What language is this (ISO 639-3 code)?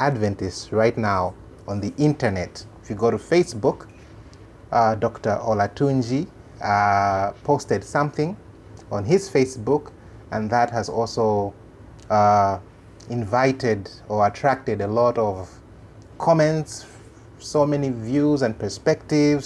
eng